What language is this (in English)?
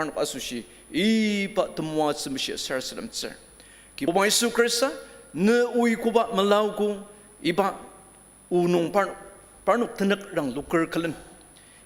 Ao Naga